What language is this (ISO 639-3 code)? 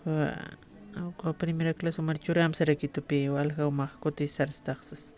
aym